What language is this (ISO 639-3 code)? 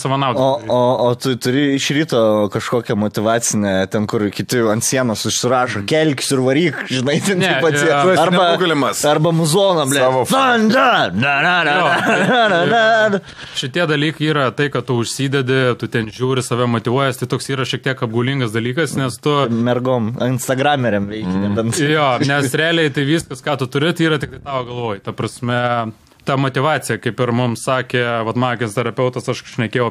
lit